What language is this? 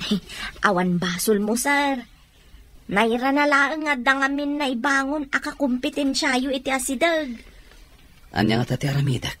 Iloko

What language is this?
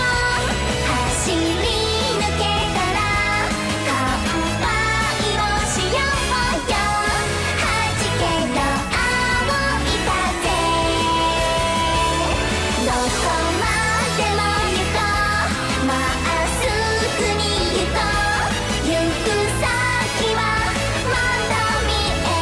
Japanese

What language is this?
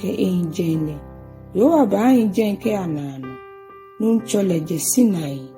Ga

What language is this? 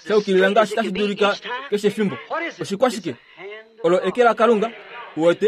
Kuanyama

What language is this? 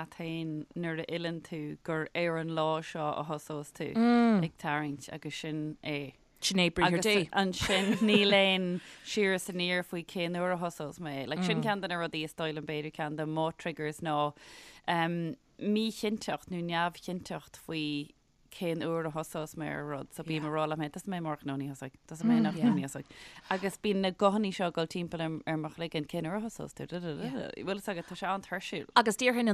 Irish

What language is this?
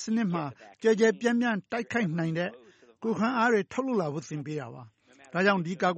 Burmese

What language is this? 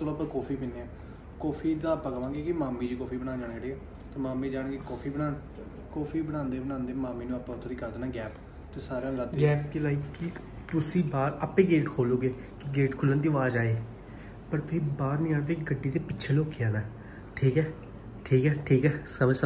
Punjabi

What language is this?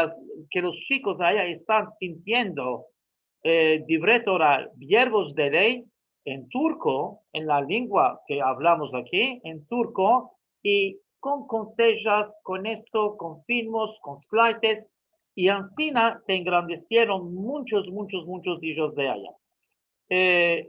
Ladino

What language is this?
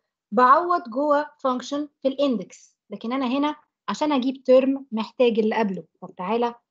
Egyptian Arabic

